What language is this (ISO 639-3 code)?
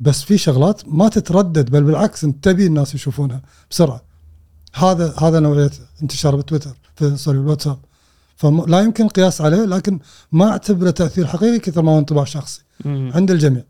afb